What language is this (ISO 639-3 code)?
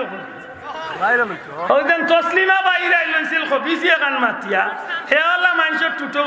syl